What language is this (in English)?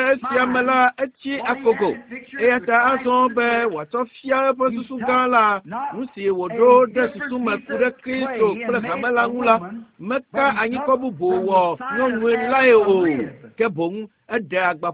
Ewe